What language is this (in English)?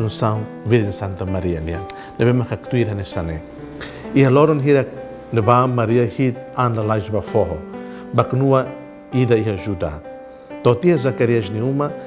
Tetum